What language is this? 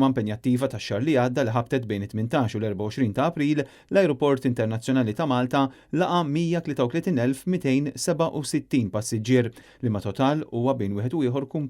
Maltese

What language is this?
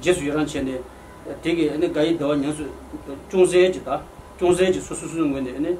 Tibetan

